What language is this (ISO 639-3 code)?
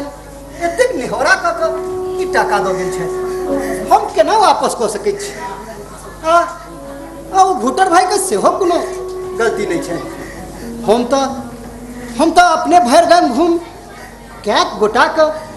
mai